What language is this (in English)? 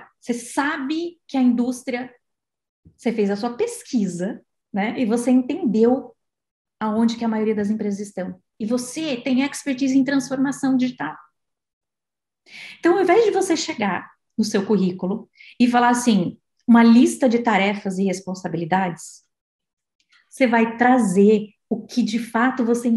Portuguese